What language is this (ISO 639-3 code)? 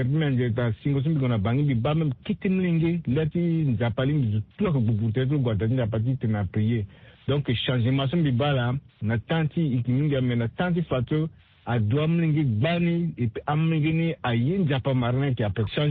sag